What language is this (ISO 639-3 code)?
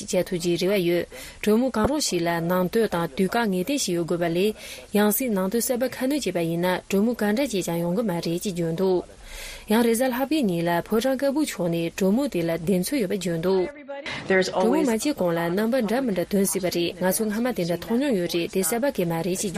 bod